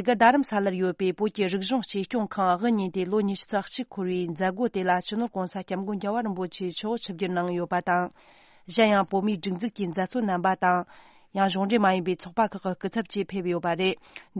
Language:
Tibetan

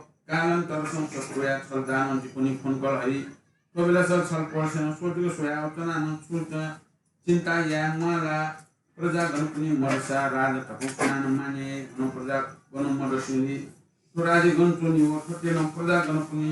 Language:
Newari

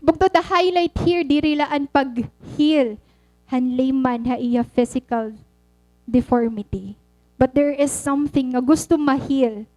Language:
Waray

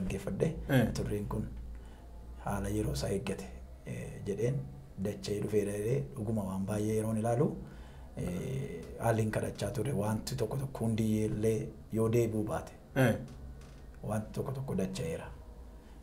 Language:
Oromo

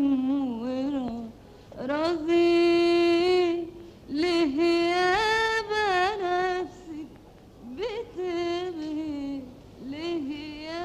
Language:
Egyptian Arabic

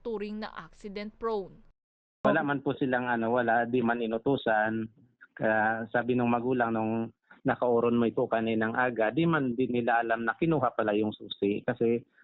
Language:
Bikol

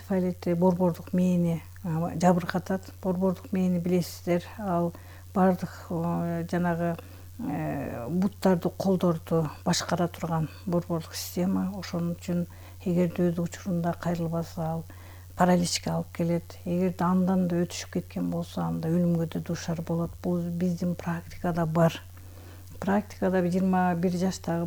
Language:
Kyrgyz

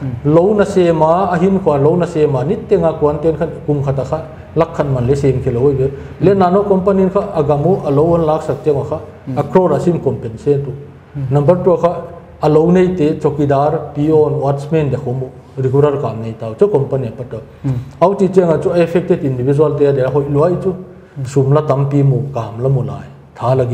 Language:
Paite Chin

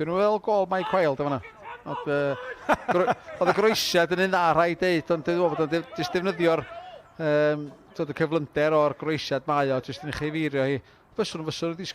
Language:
Welsh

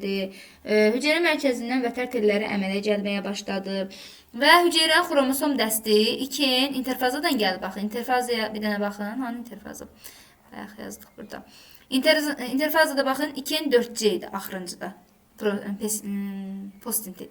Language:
Azerbaijani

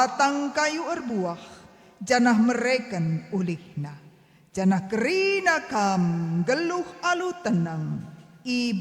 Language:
Batak Karo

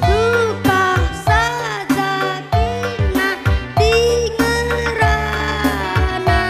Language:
Batak Karo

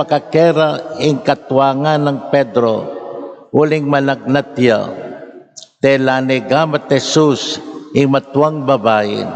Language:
Pampanga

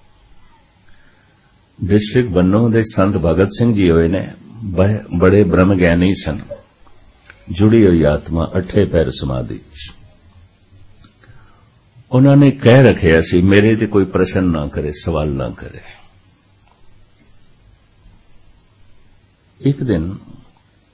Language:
Punjabi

